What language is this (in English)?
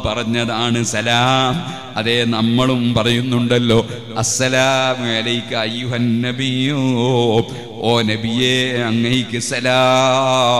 Malayalam